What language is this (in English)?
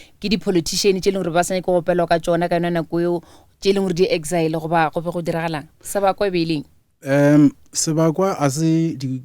Northern Sotho